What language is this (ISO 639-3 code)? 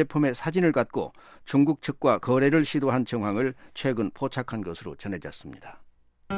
kor